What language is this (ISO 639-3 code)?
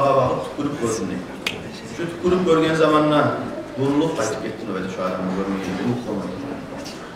kum